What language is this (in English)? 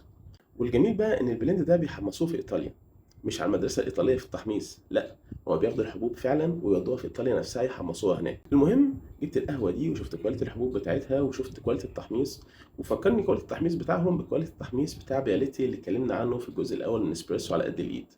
Egyptian Arabic